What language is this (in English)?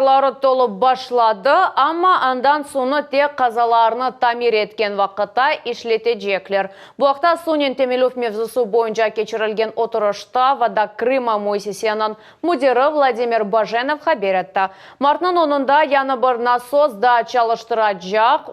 Crimean Tatar